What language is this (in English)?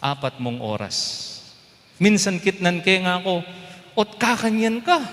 Pampanga